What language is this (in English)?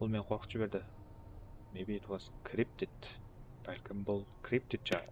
Kara-Kalpak